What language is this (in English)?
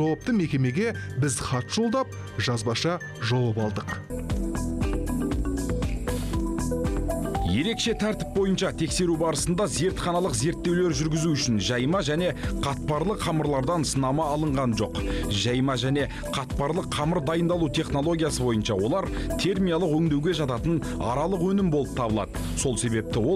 Kazakh